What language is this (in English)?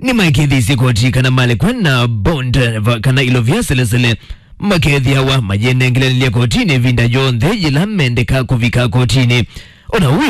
Kamba